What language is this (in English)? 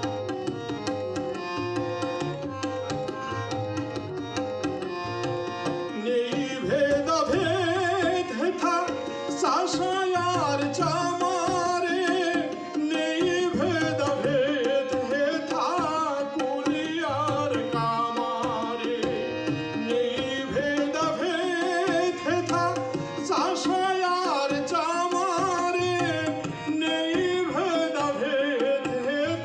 Bangla